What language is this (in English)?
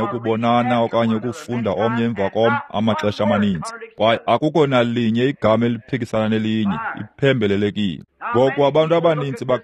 Xhosa